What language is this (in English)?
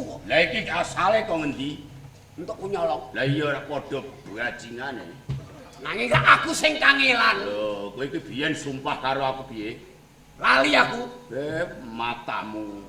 Javanese